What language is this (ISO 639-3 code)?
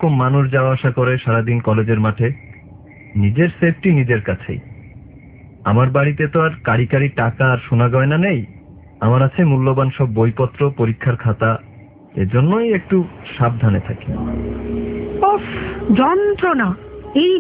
ben